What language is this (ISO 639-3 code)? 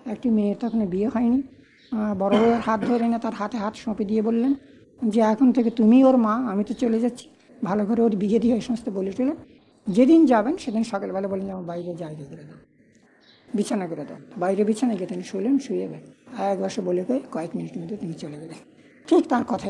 ben